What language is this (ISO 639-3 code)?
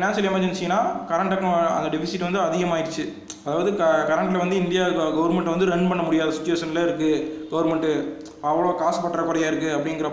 tam